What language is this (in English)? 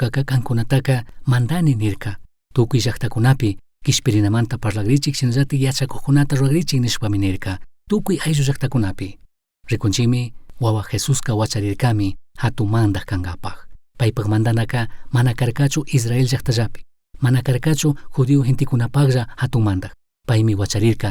Chimborazo Highland Quichua